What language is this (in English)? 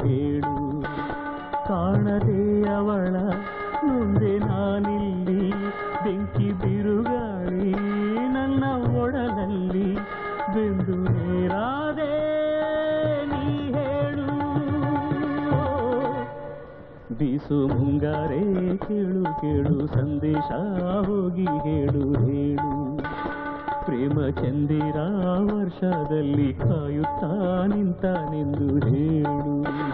Kannada